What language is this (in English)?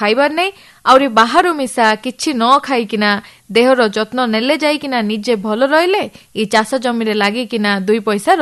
Odia